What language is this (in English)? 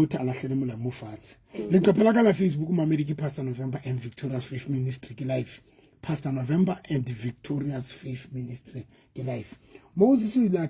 Southern Sotho